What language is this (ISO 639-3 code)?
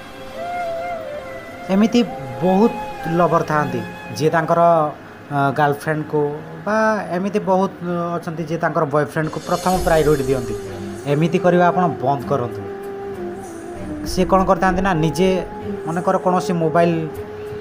ori